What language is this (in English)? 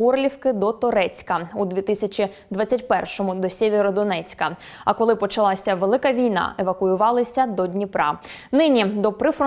Ukrainian